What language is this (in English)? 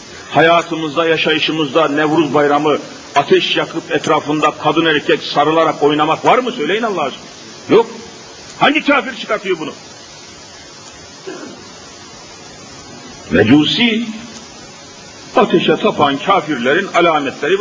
Turkish